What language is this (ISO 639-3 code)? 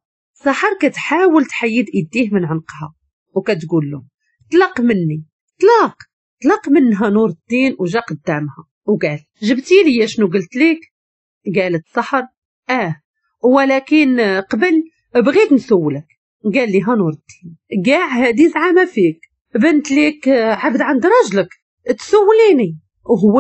ary